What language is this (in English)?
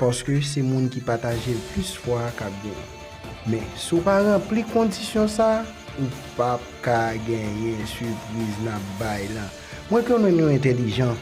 Haitian Creole